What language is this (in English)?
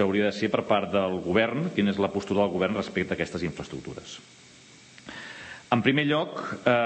Catalan